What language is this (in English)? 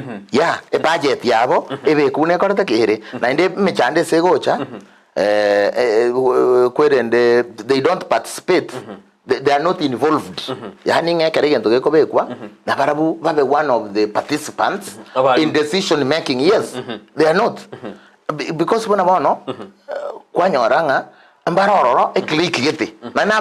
Gusii